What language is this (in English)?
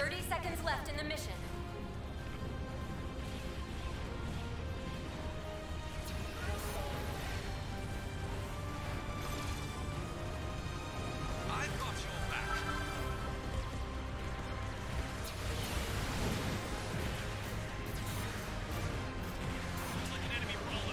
English